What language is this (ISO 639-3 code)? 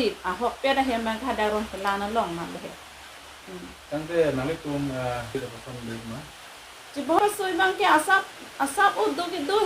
mjw